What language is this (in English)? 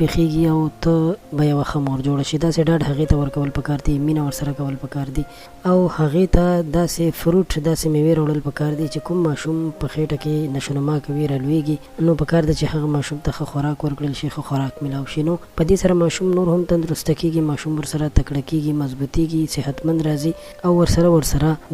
Pashto